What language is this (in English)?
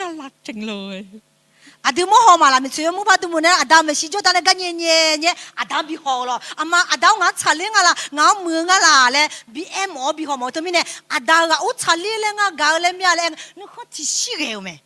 Akha